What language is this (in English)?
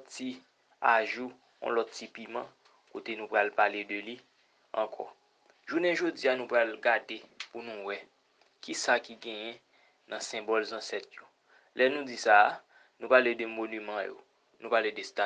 Haitian Creole